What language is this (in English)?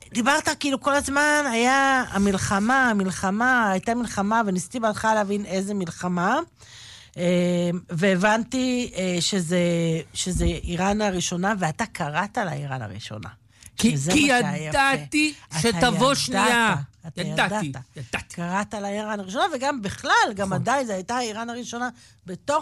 Hebrew